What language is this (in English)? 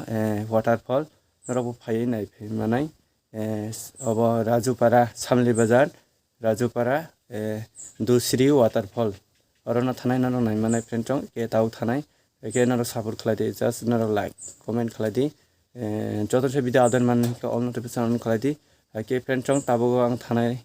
Kok Borok